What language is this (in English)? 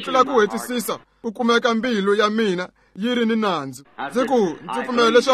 Tsonga